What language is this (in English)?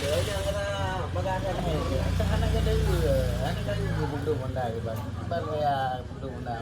Achinese